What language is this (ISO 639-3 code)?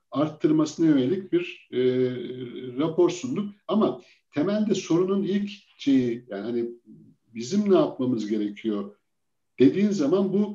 tur